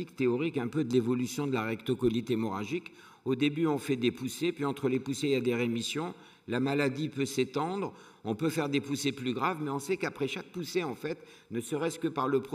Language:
French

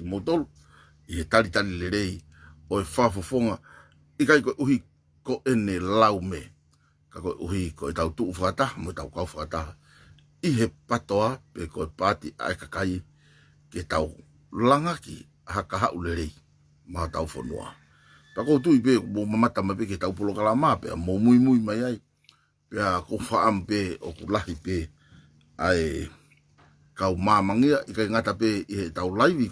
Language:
Tongan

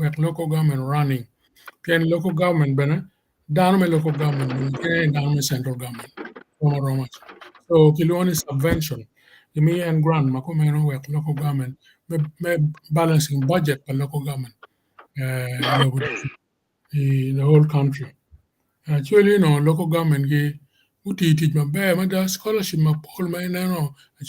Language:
Acoli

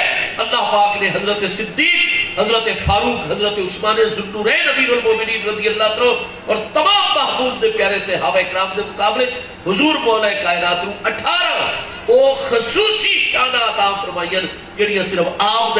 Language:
Saraiki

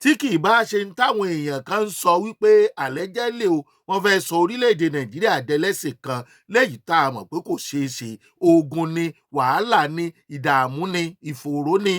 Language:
Yoruba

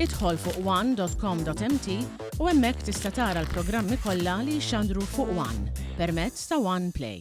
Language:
Maltese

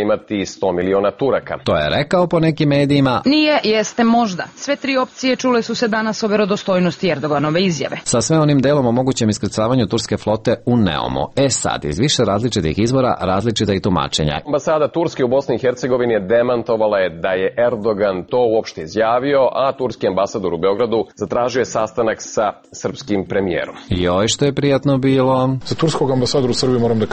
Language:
Serbian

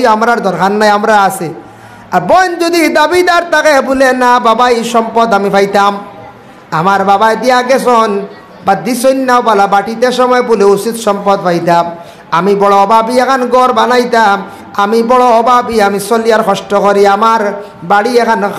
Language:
Sylheti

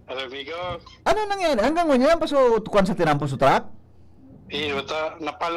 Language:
Bikol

